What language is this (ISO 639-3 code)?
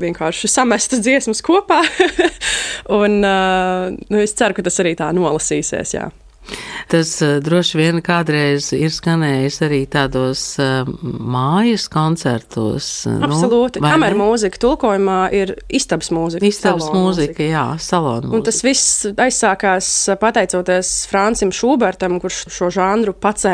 lav